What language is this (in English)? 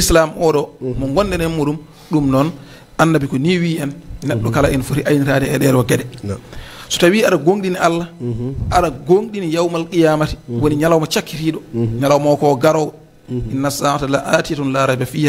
Fula